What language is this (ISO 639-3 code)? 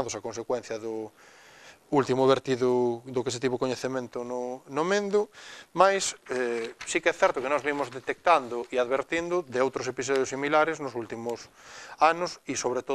glg